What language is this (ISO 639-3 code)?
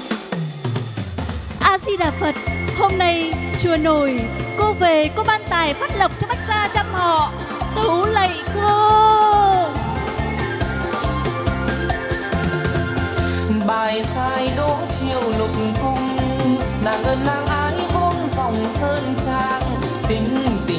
vie